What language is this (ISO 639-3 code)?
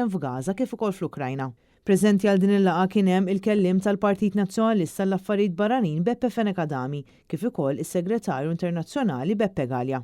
mlt